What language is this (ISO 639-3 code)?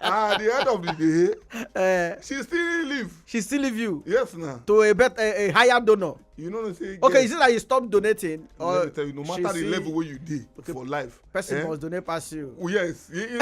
pcm